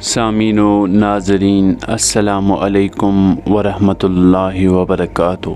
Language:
Kashmiri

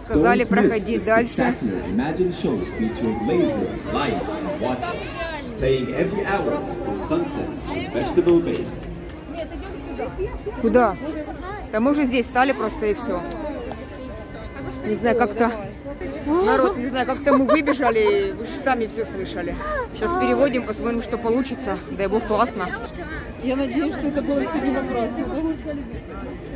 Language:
Russian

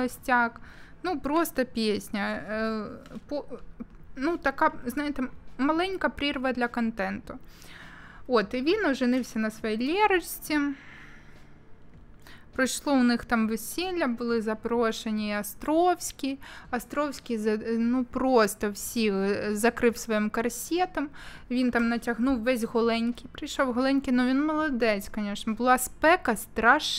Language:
Ukrainian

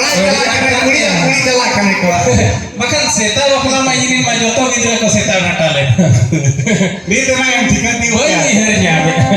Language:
Santali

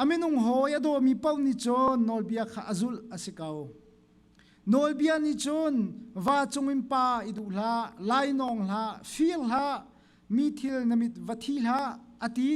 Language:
Hakha Chin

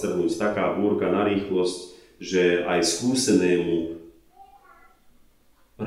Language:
Slovak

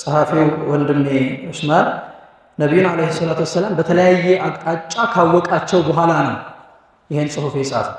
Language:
Amharic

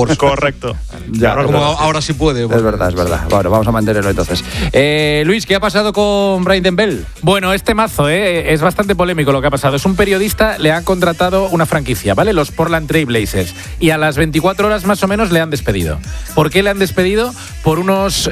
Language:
Spanish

